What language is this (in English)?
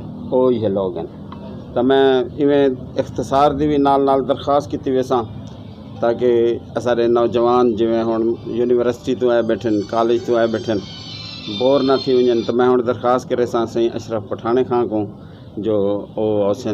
Saraiki